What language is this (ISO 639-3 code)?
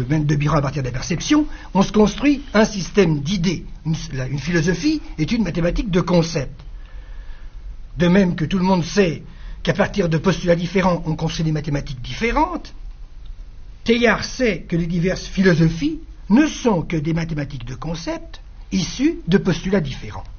fra